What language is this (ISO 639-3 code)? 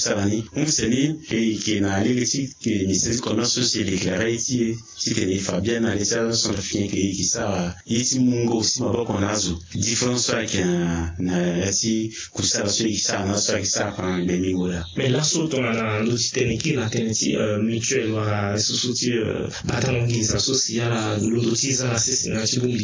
sag